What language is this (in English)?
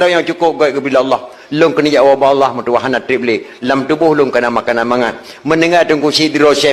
Achinese